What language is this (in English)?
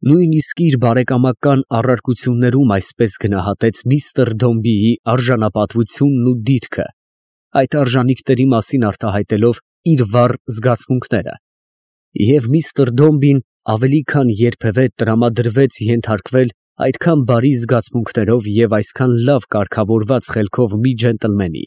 Armenian